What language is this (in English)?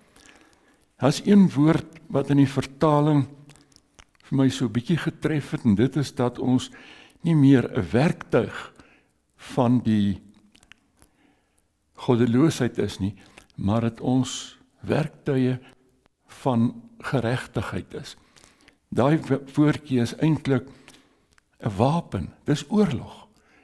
Afrikaans